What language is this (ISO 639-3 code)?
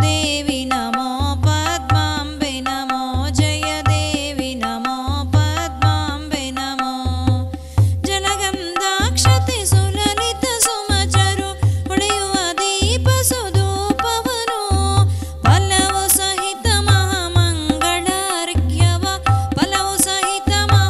kan